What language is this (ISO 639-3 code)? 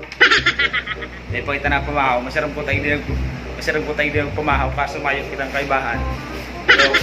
bik